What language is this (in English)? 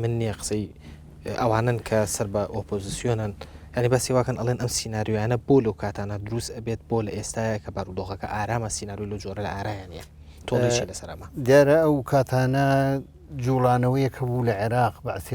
Central Kurdish